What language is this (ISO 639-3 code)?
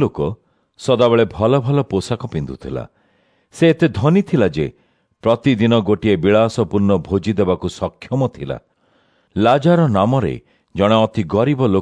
ori